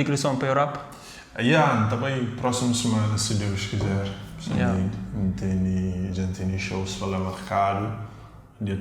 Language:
Kabuverdianu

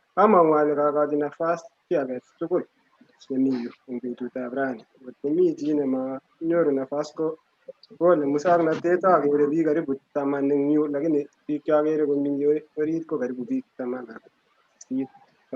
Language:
Kalenjin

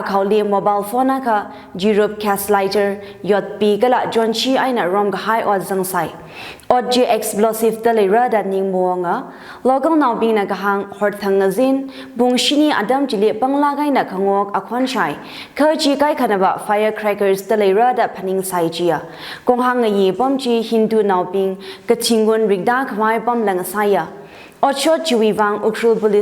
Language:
Tangkhul Naga (India)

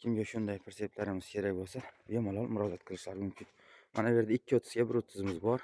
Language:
Uzbek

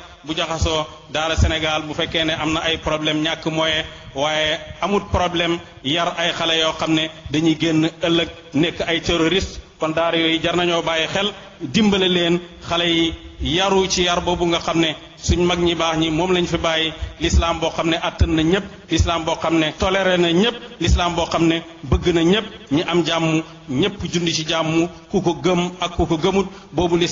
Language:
Wolof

